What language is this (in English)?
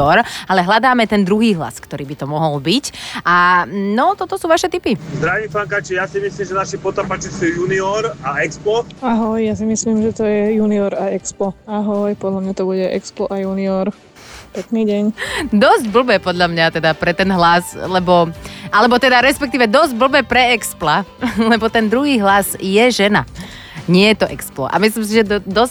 Slovak